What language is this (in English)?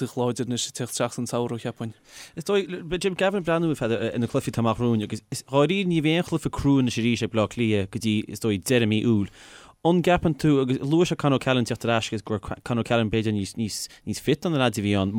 Irish